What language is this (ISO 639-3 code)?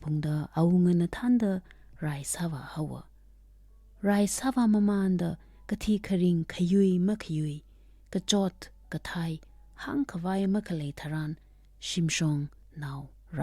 nmf